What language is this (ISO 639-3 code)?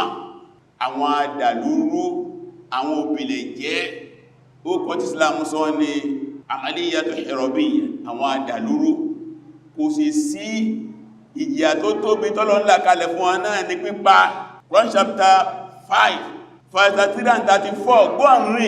yor